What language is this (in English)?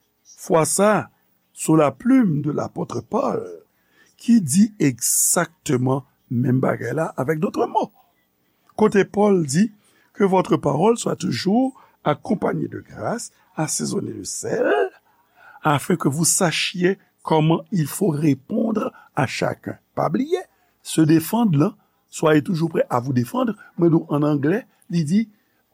Haitian Creole